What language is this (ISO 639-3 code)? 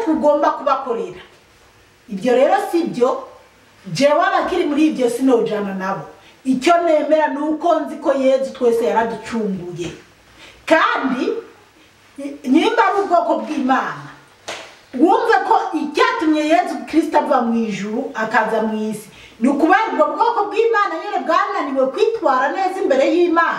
run